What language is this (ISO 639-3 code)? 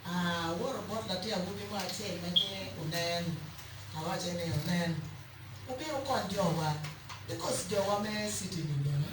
ach